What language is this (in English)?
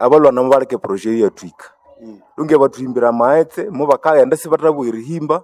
Nande